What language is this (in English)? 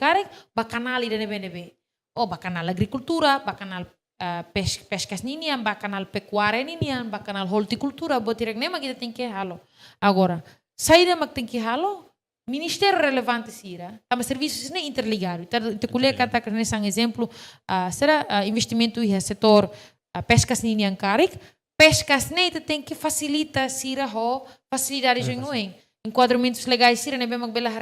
Tetum